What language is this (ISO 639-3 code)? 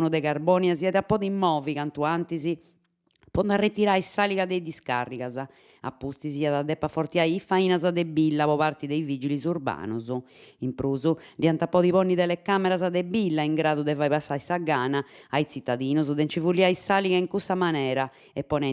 srd